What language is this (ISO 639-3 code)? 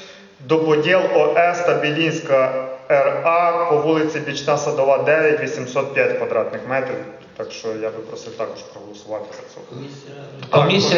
ukr